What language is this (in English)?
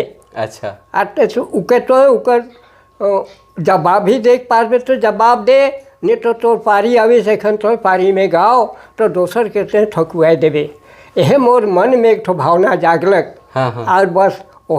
Sadri